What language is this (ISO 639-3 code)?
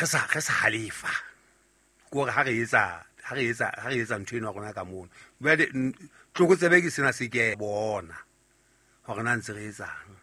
sot